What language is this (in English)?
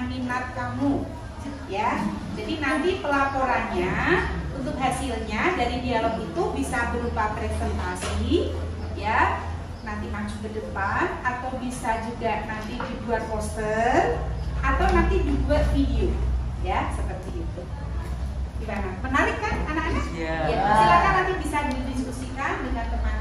Indonesian